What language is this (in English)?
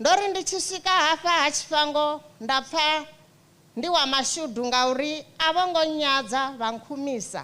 Venda